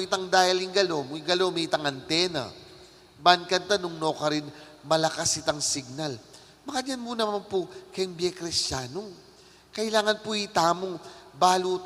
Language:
Pampanga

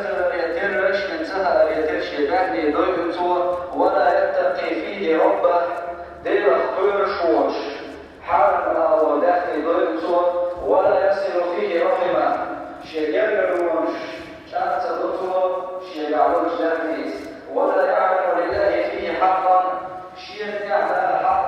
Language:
Chechen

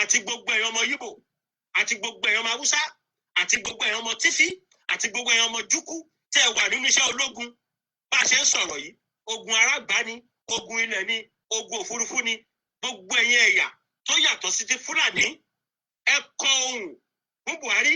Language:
Yoruba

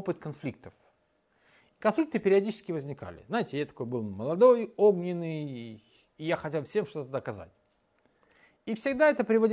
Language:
Russian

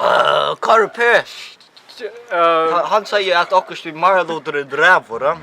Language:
Faroese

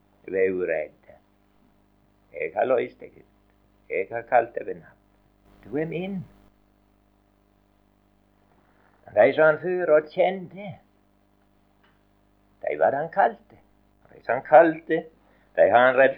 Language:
Norwegian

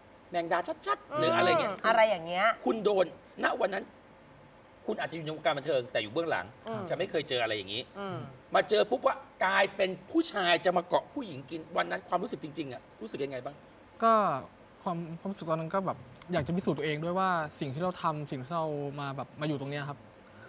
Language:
Thai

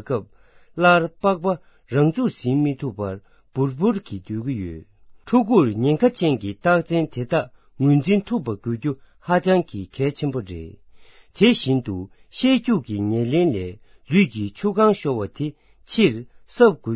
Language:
Tibetan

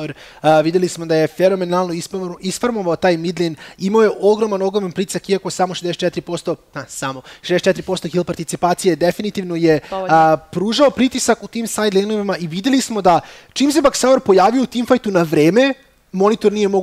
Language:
Serbian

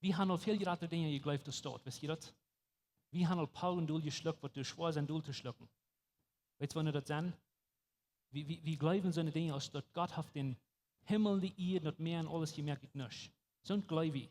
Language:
Plautdietsch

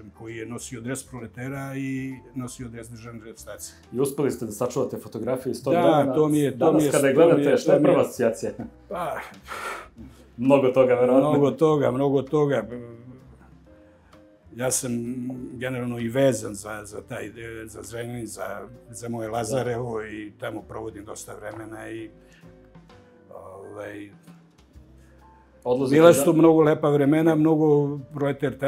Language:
Serbian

